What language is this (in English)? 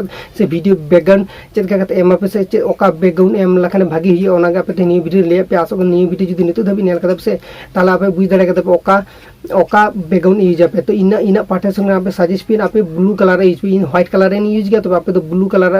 Santali